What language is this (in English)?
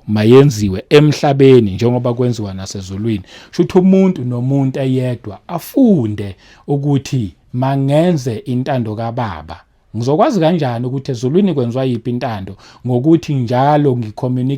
Zulu